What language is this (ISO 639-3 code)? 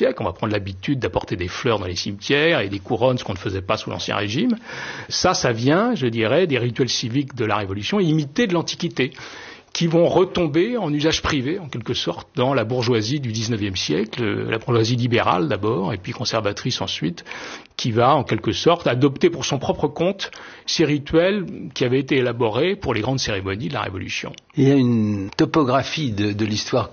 fra